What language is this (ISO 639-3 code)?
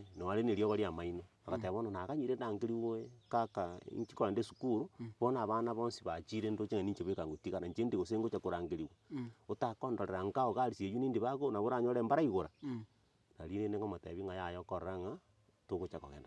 guz